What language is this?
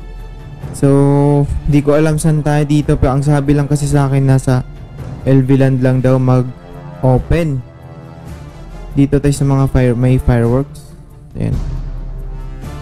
Filipino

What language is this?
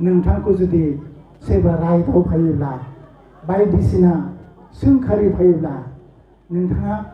Bodo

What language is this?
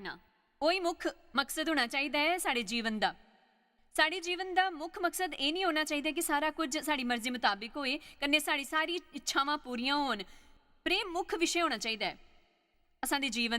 Dogri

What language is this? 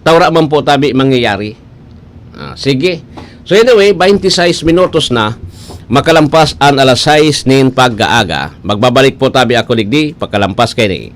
Bikol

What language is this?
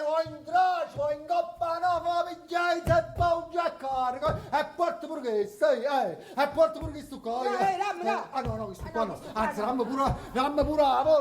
Neapolitan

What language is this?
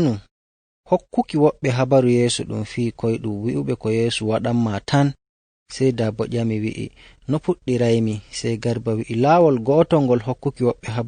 Nigerian Fulfulde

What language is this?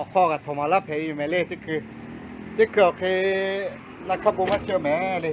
Lahu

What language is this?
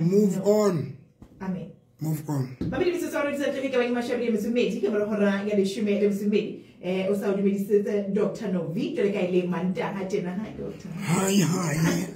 Southern Sotho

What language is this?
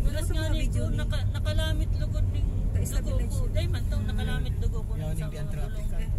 Bikol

